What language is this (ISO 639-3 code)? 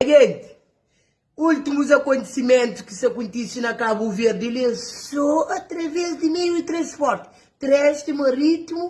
kea